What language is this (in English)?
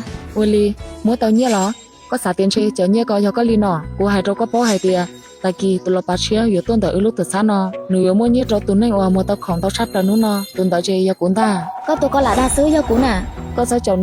Hmong